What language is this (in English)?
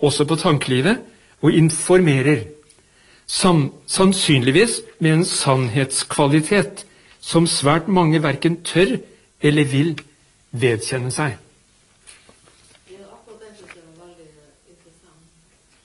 Norwegian